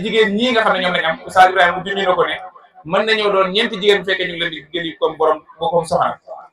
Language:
Wolof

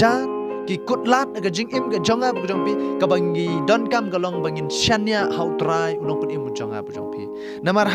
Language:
Khasi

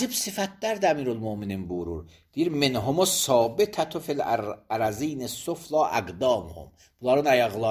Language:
Azerbaijani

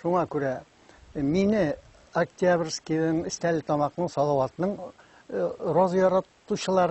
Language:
Bashkir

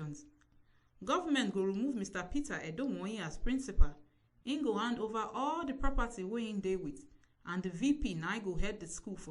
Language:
Nigerian Pidgin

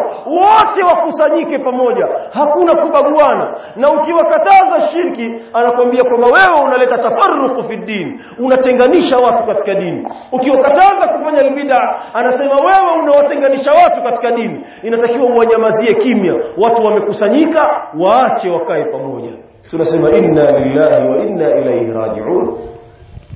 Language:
Swahili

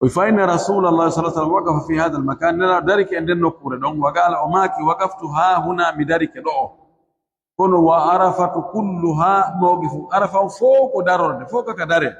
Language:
Pular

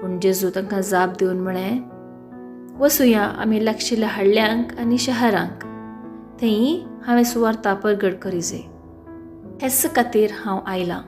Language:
Konkani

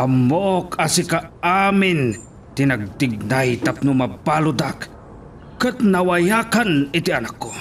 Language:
Iloko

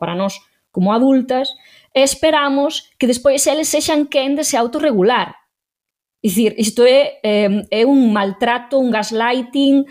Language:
Galician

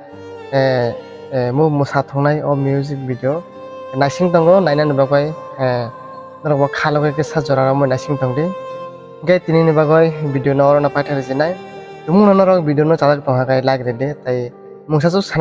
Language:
Kok Borok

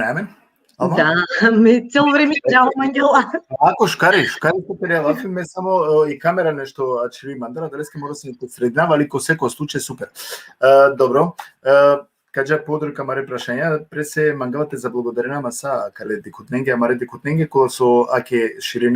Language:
Balkan Romani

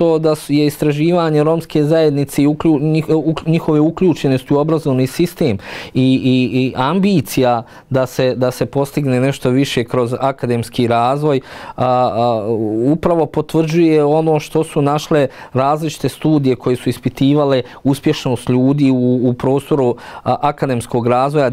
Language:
Bosnian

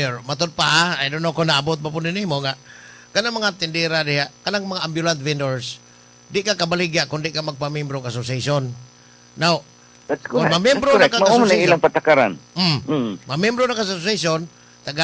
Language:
Cebuano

